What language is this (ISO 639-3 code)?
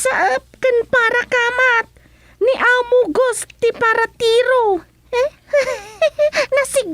ilo